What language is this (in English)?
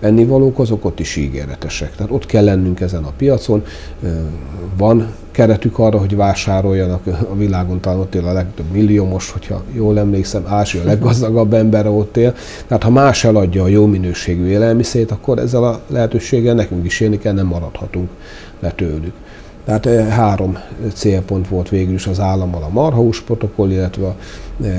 Hungarian